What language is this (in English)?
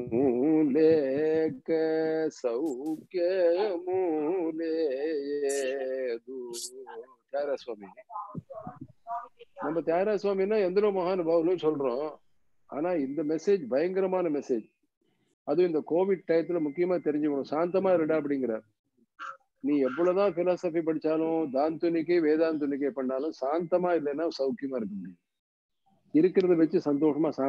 Tamil